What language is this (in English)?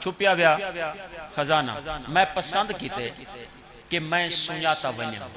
Saraiki